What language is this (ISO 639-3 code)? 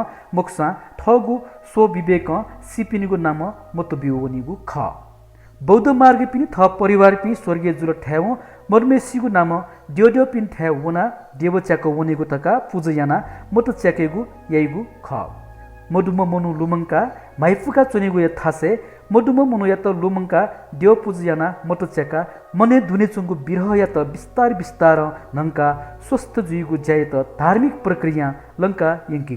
new